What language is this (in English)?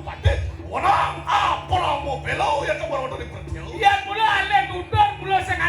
Balinese